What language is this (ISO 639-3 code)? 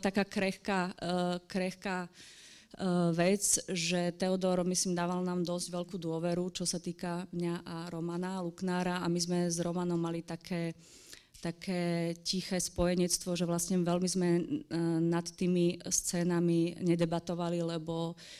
slk